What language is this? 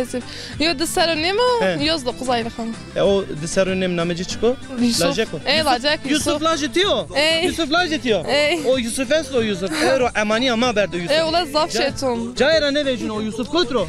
Zaza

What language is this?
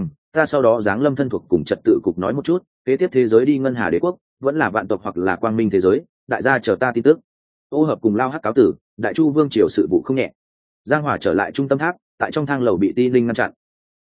Vietnamese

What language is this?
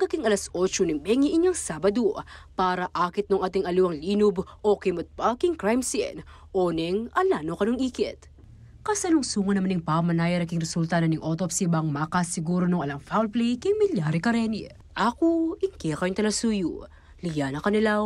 Pampanga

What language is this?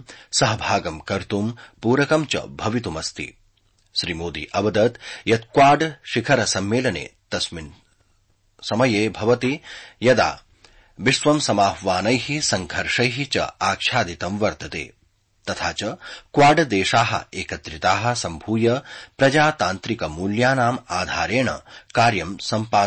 Sanskrit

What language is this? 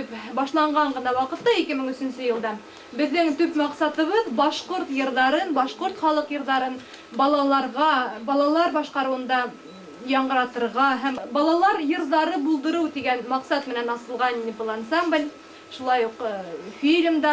Bashkir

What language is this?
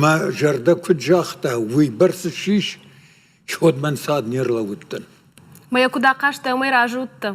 Ossetic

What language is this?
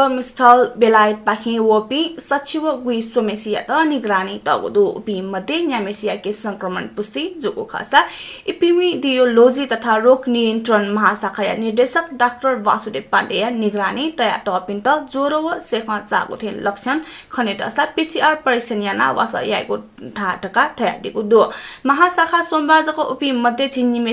Newari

